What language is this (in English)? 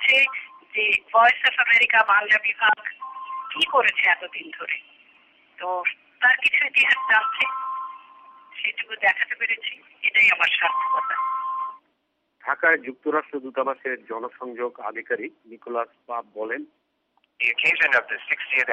Bangla